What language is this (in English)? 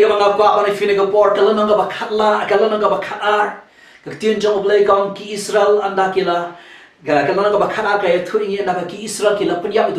Khasi